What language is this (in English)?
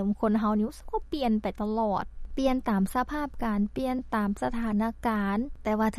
Lao